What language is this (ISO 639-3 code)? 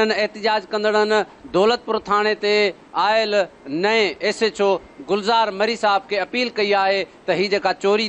snd